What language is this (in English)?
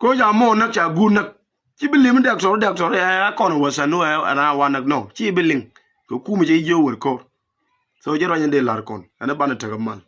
Nuer